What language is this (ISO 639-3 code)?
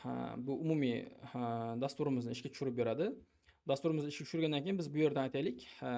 uzb